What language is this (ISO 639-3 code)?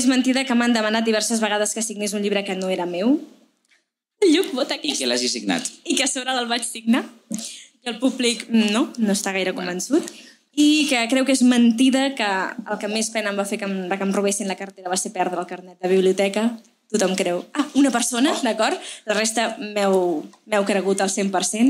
cat